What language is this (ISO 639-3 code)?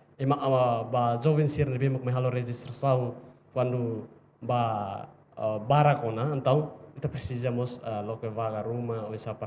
tet